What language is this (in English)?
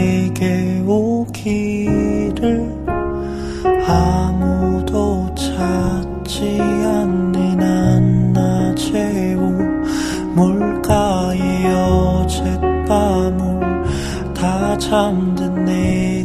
Korean